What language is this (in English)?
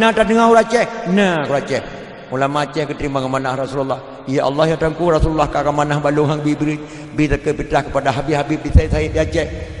Achinese